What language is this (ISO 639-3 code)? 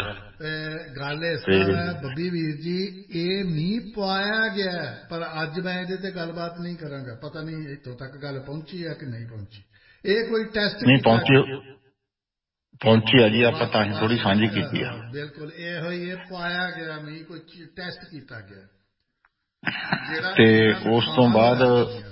pan